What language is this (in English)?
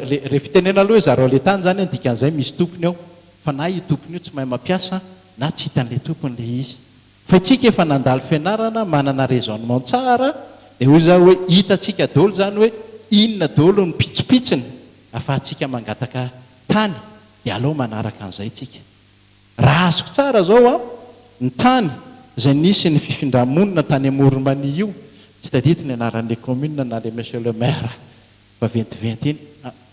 Malagasy